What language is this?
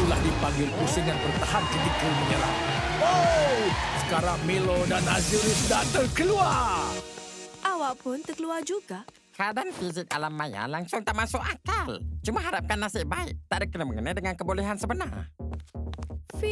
Malay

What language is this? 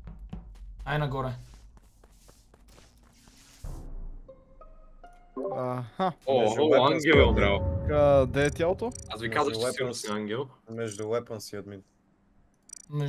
Bulgarian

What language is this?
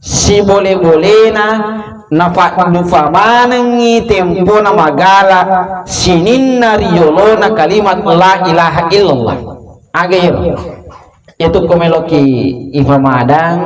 Buginese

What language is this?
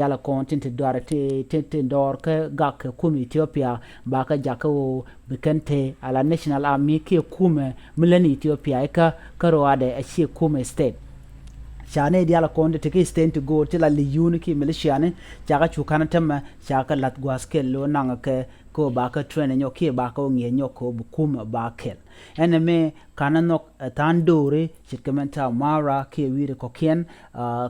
Nuer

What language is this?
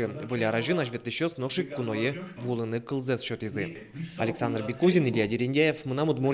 Udmurt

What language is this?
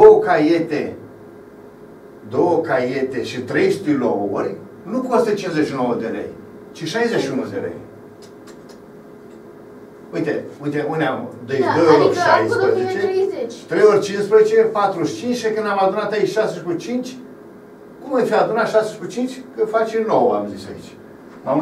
Romanian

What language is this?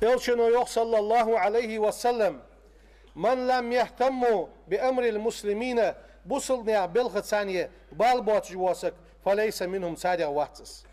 Ingush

